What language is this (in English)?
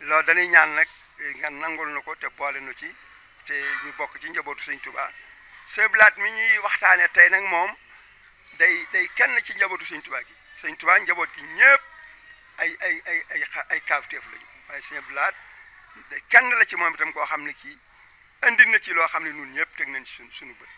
Wolof